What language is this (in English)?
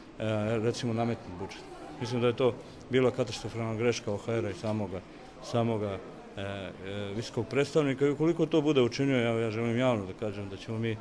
Bosnian